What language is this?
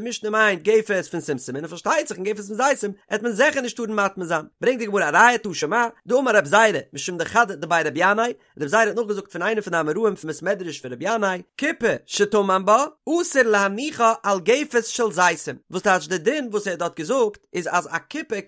Yiddish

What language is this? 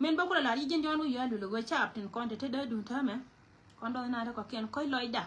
Nuer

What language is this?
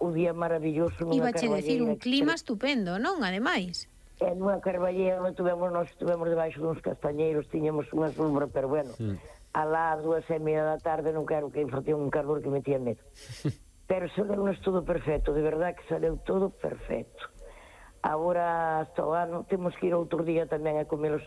Galician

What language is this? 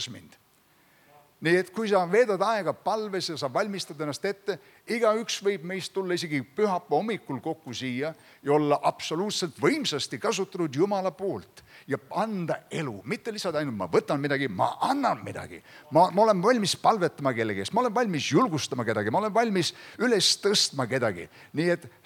Estonian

